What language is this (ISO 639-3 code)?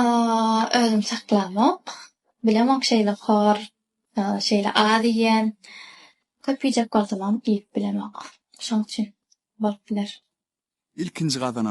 tuk